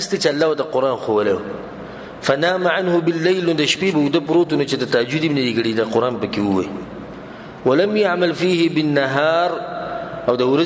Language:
Pashto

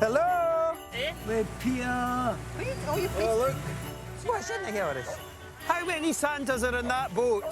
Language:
Scottish Gaelic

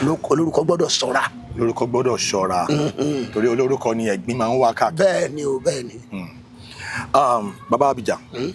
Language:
Yoruba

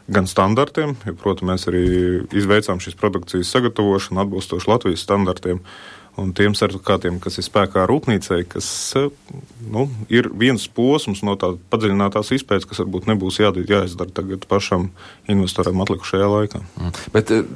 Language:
Latvian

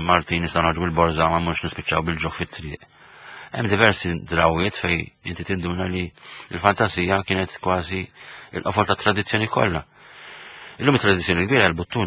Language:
Maltese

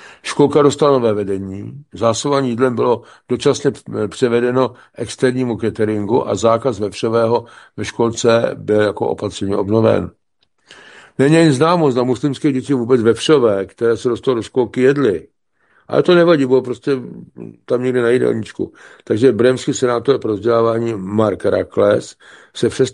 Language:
Czech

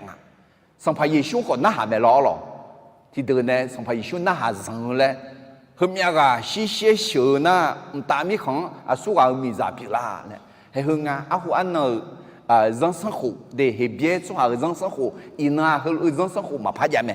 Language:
Akha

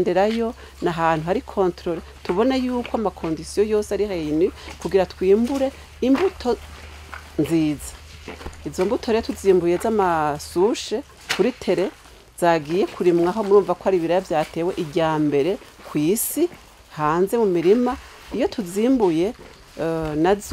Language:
Rundi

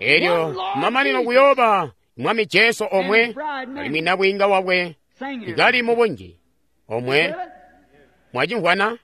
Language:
Tonga (Zambia)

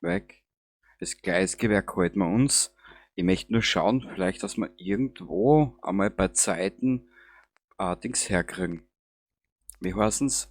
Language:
Bavarian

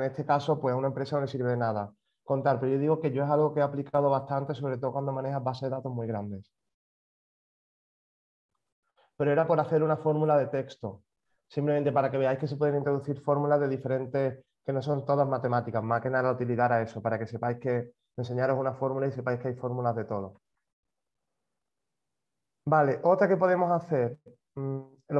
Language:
Spanish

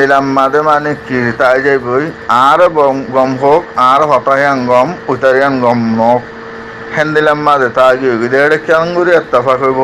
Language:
Rohingya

